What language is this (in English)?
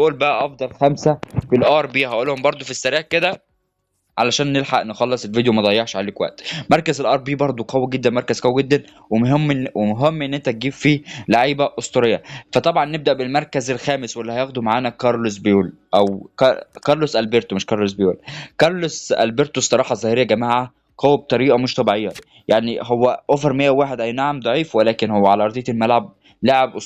Egyptian Arabic